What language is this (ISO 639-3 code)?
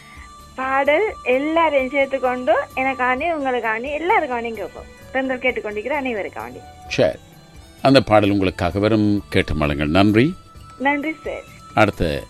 tam